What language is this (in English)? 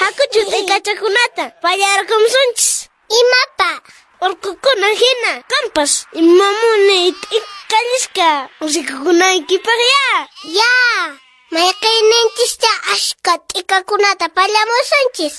Quechua